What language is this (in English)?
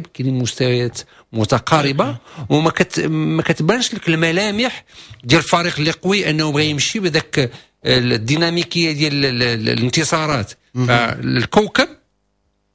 Moroccan Arabic